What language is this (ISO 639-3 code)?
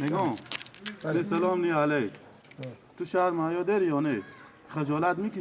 fas